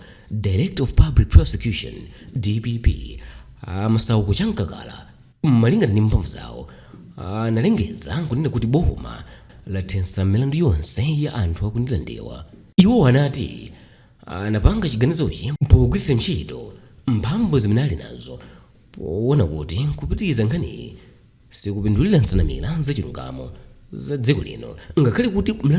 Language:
Nyanja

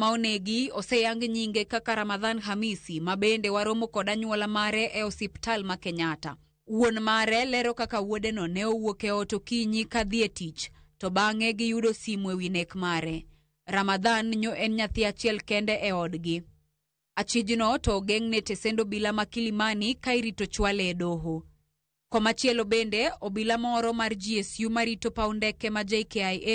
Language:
Luo (Kenya and Tanzania)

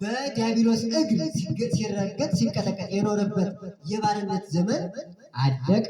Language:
Amharic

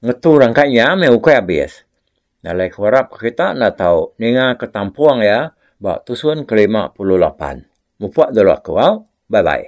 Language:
Iban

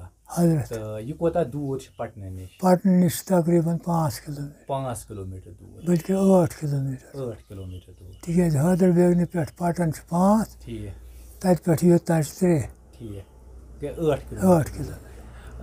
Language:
Kashmiri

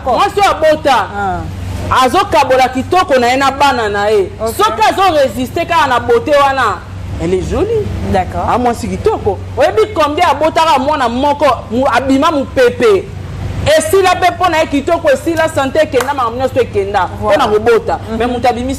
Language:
Lingala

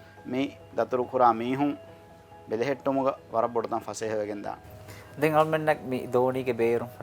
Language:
Divehi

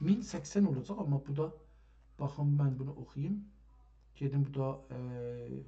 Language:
South Azerbaijani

